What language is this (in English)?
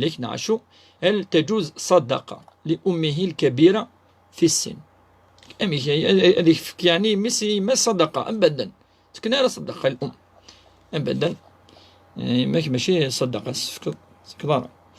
Kabyle